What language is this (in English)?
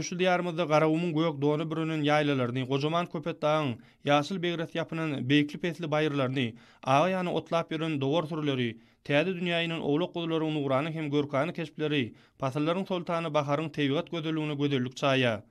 Turkmen